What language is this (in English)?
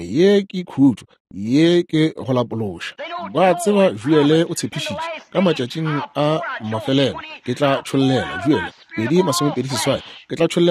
Northern Sotho